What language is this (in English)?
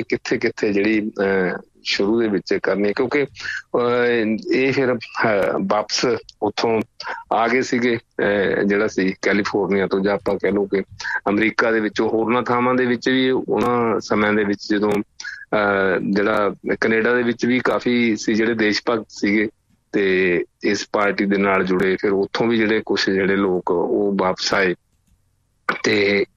Punjabi